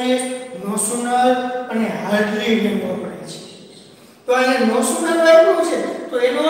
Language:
Gujarati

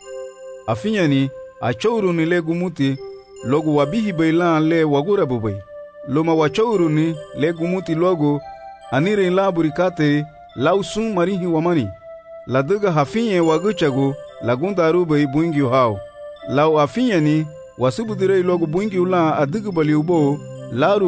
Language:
Garifuna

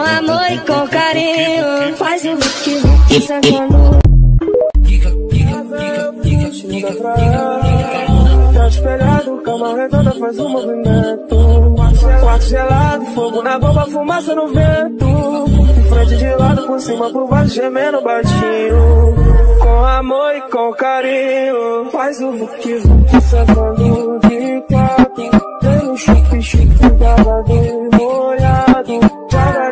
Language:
Portuguese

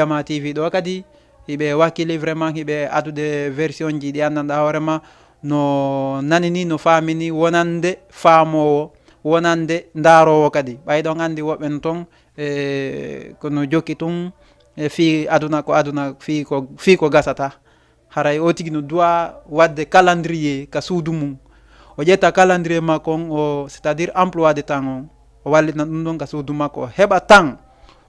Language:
Fula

